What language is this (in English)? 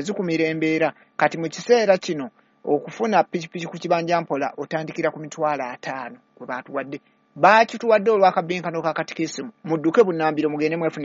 Ganda